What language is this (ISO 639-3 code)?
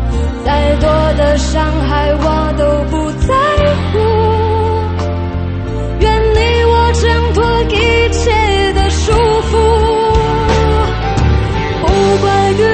zho